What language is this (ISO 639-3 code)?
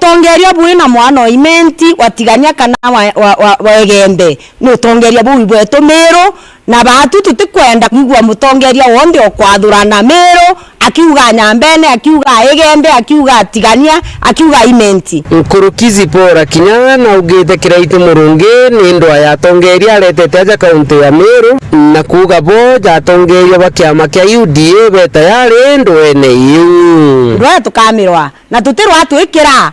mer